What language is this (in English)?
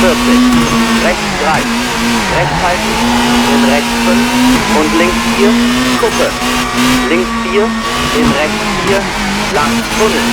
Bavarian